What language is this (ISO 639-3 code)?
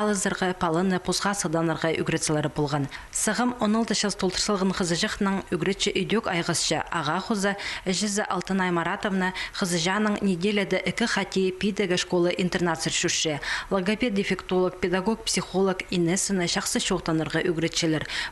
kjh